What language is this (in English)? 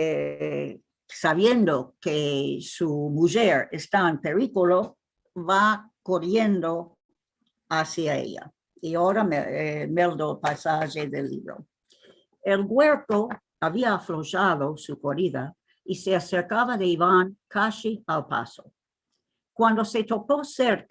Ladino